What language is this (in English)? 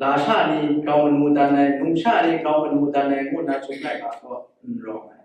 Kachin